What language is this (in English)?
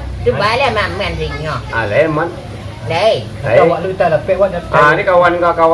Minangkabau